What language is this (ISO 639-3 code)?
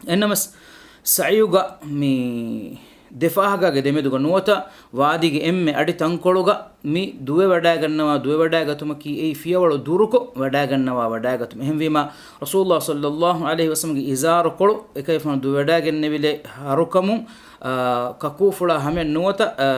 div